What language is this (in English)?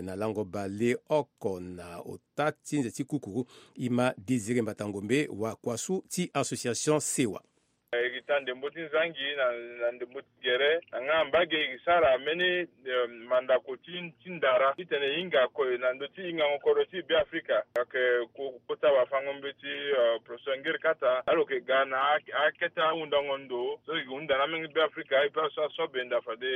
Sango